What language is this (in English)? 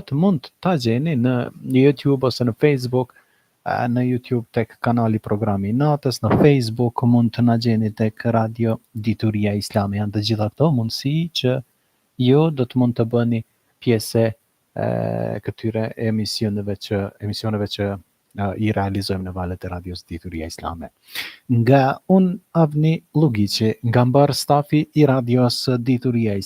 Albanian